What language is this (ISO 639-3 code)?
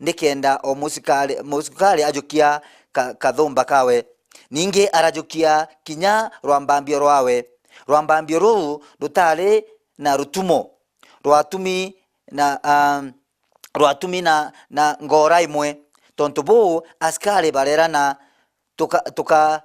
mer